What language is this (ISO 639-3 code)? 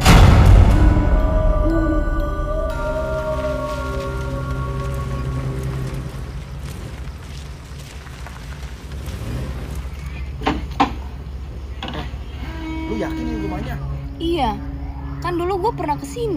ind